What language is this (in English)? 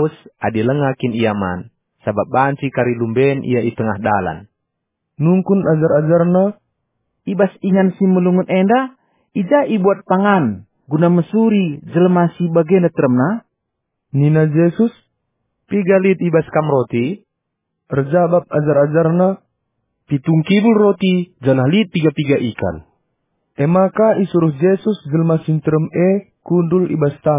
Batak Karo